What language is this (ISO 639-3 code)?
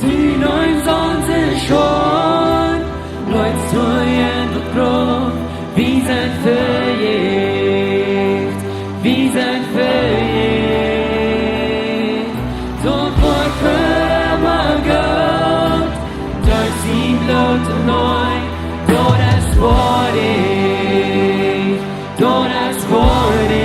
pdt